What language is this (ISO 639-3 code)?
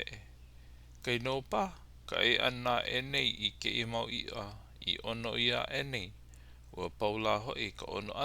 haw